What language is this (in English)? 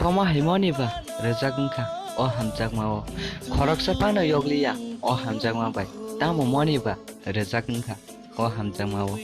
Kok Borok